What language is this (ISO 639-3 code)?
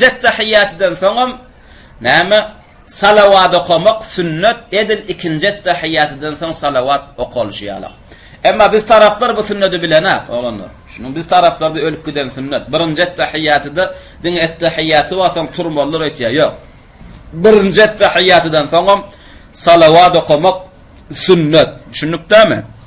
tuk